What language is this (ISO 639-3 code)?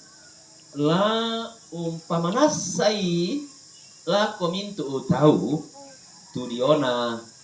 sda